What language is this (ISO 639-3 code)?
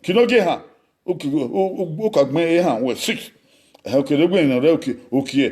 bin